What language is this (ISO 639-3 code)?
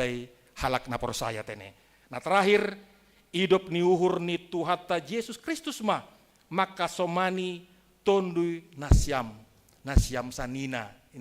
bts